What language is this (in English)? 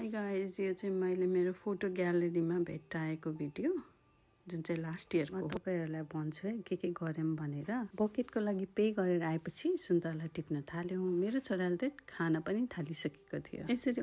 Nepali